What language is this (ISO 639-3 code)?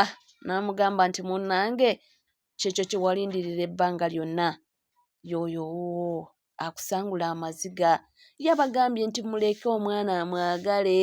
lug